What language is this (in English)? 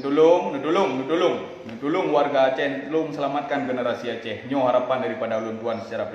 Achinese